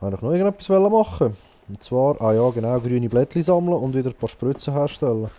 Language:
Swiss German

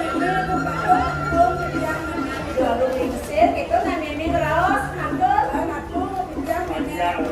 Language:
Balinese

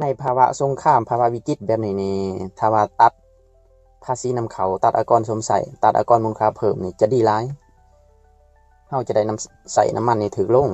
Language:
Lao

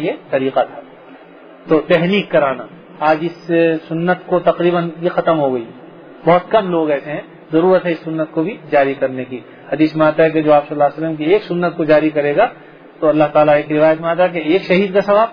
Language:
Urdu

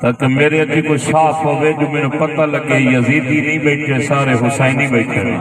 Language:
Saraiki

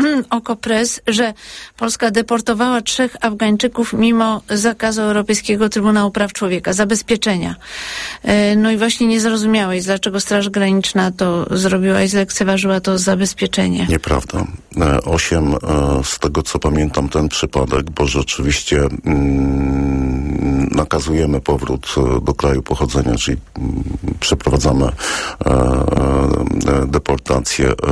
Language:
Polish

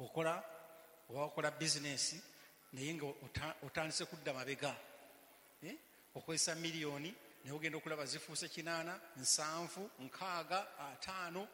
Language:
Ganda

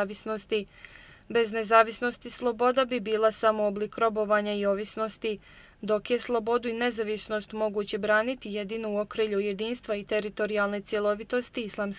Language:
Bosnian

